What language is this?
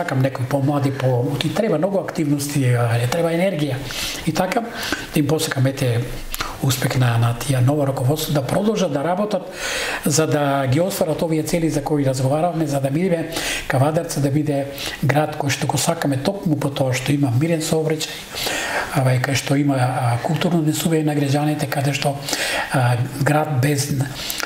Macedonian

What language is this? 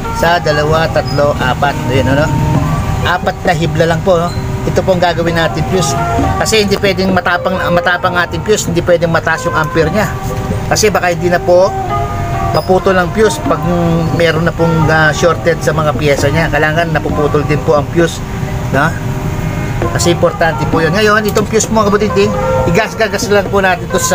Filipino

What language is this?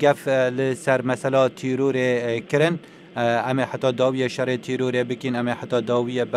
Kurdish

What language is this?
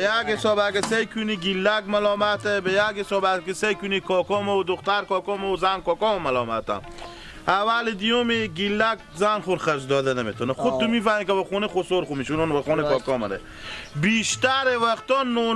Hazaragi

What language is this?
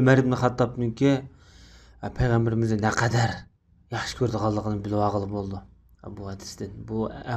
Uyghur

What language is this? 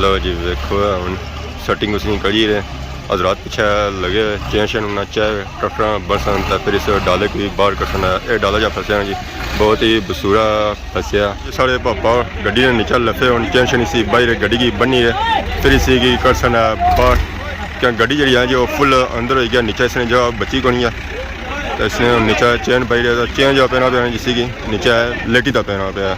Pahari-Potwari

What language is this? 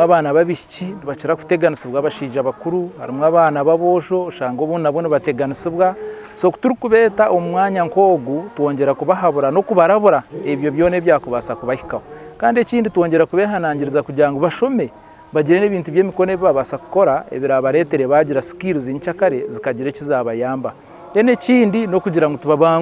Nyankole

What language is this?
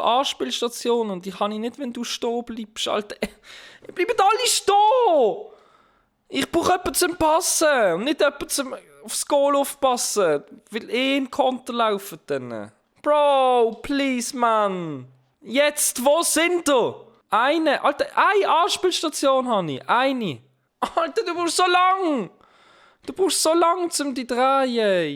Swiss German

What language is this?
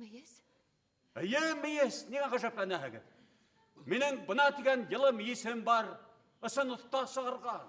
Bashkir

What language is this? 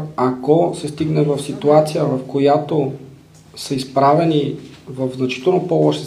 Bulgarian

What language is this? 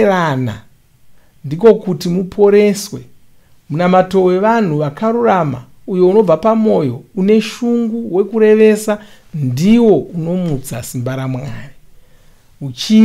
Shona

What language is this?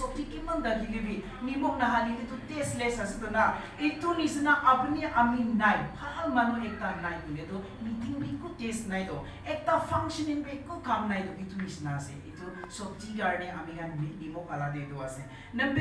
Naga Pidgin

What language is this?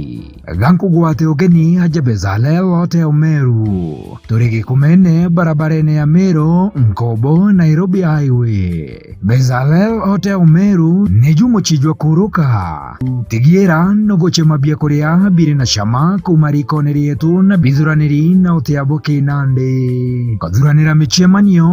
Meru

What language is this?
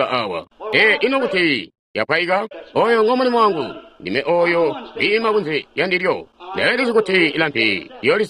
Tonga (Zambia)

